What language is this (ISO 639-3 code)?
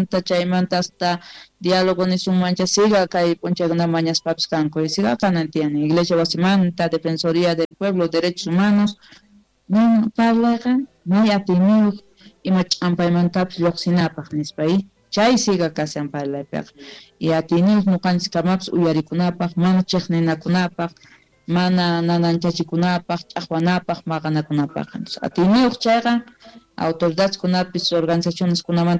quh